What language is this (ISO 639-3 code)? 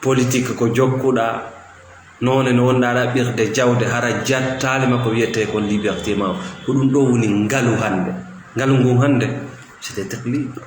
ful